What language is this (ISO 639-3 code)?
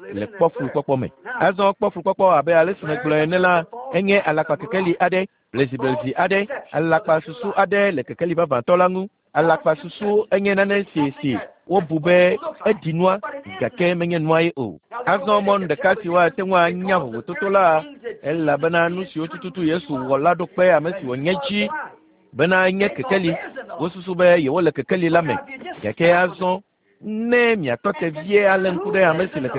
ewe